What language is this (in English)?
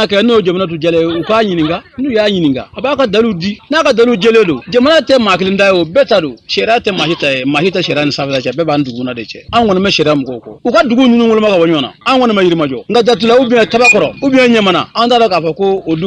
Bambara